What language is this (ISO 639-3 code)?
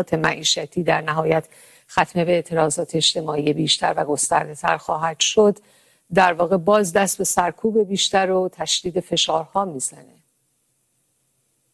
fas